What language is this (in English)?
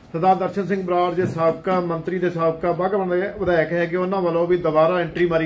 Punjabi